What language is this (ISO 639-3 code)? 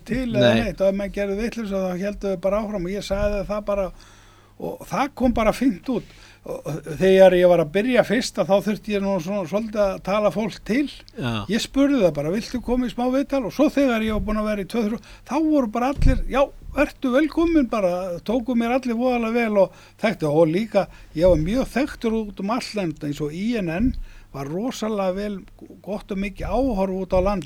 isl